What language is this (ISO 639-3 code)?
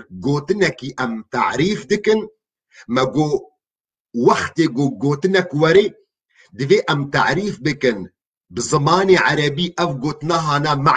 kur